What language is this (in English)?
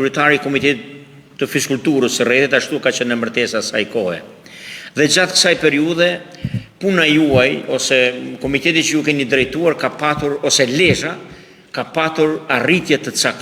Albanian